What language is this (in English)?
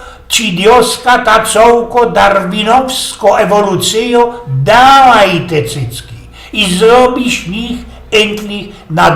Silesian